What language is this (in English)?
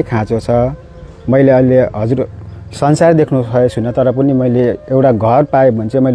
Nepali